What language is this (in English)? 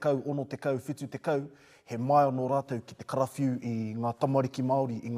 Māori